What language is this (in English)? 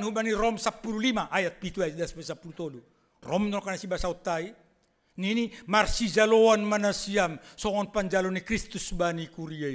Batak Simalungun